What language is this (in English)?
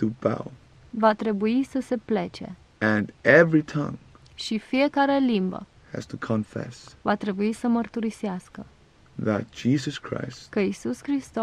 Romanian